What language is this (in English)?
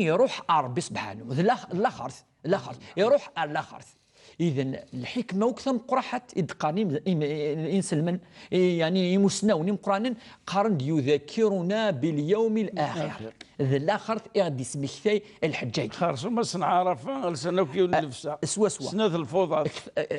Kabyle